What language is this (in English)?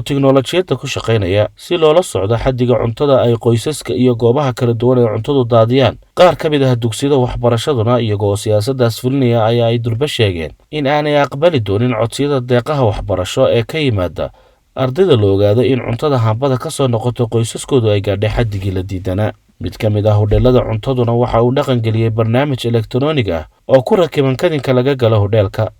Somali